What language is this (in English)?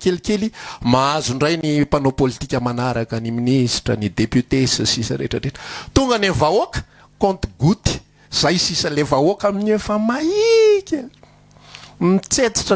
Malagasy